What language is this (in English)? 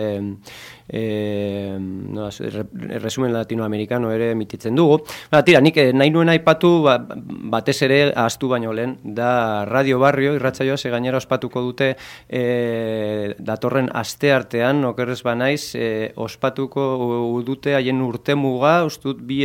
Basque